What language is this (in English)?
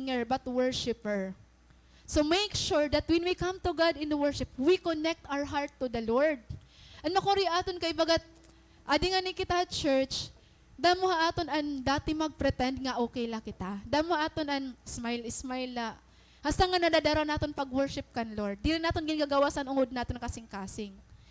Waray